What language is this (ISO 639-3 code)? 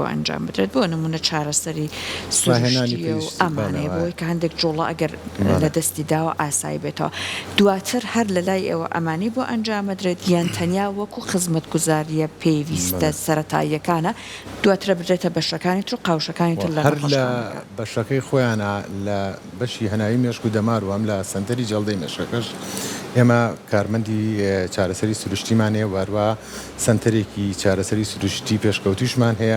ckb